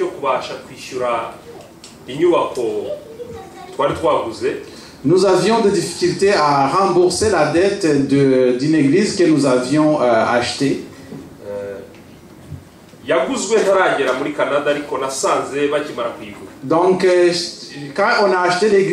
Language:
Kinyarwanda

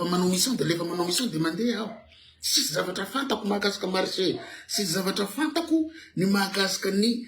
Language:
Malagasy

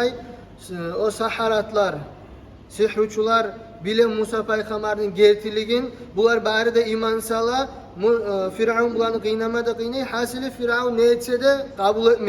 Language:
Kumyk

